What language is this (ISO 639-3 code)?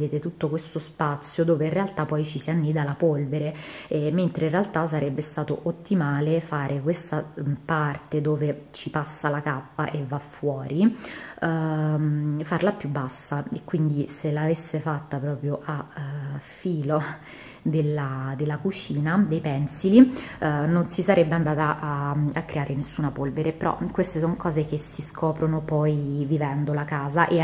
ita